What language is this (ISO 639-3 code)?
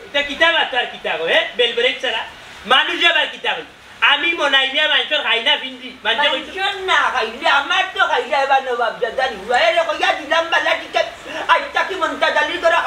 syl